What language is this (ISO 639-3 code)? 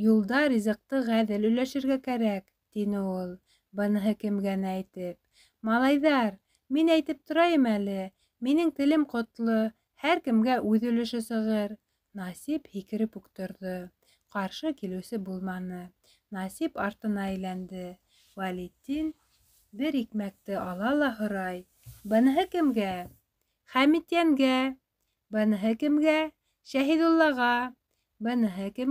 bak